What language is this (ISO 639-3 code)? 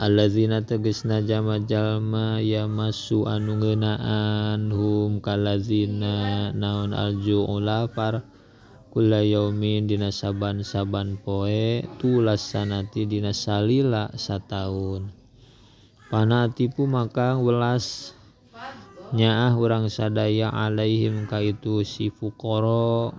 sun